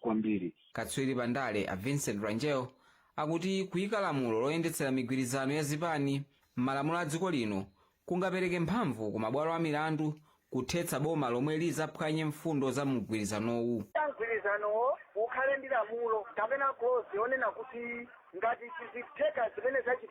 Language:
Nyanja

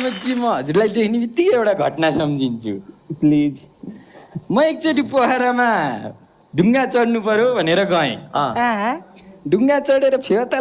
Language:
Nepali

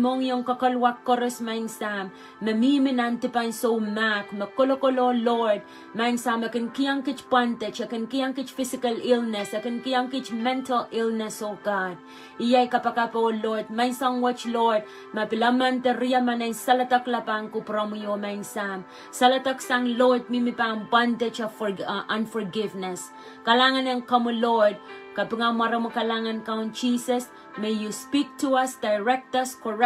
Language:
Pohnpeian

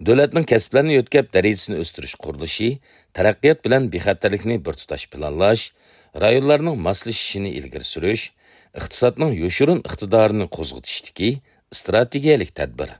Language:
Uyghur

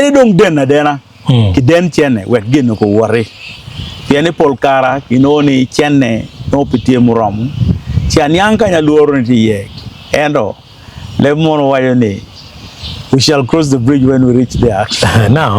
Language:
Acoli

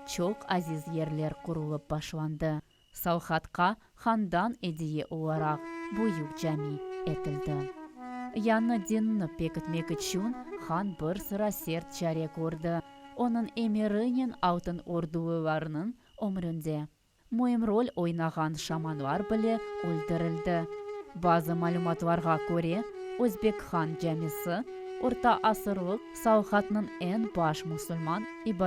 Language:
Crimean Tatar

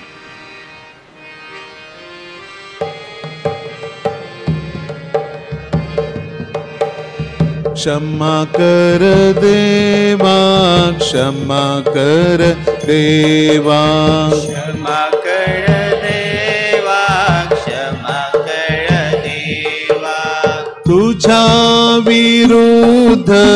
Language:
Marathi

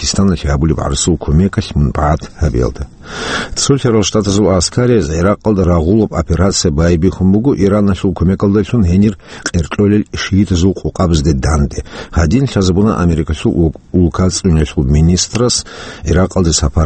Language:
Avaric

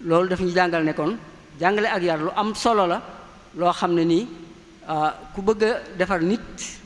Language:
Wolof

